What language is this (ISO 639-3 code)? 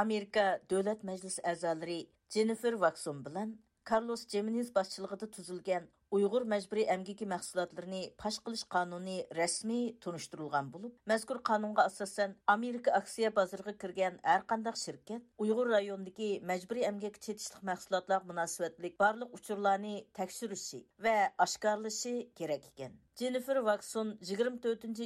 uig